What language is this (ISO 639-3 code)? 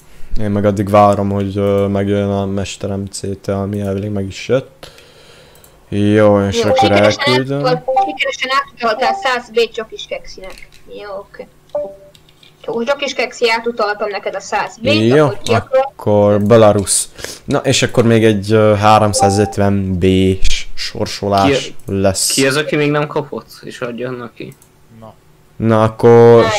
hun